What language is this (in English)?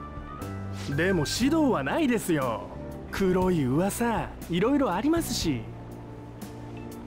Japanese